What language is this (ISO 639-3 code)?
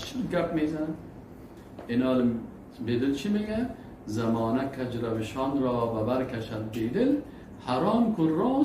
fas